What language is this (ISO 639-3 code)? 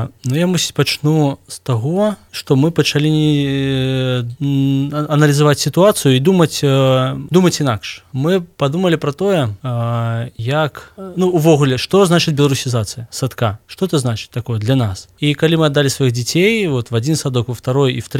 bel